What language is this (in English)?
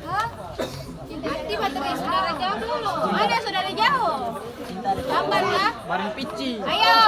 Ambonese Malay